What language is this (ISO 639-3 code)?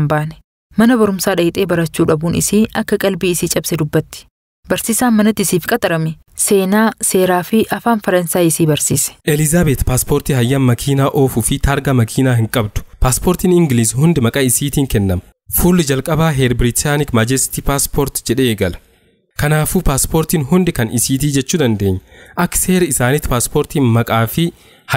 orm